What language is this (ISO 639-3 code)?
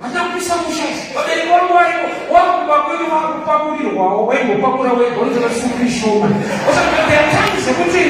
sna